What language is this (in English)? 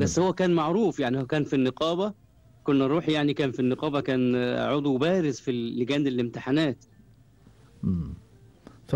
Gulf Arabic